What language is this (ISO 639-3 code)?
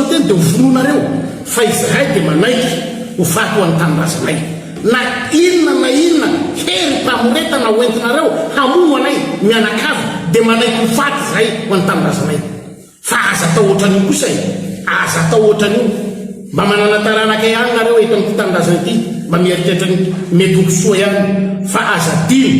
mlg